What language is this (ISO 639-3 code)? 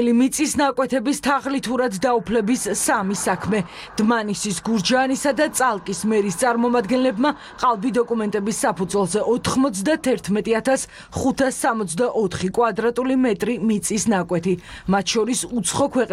kat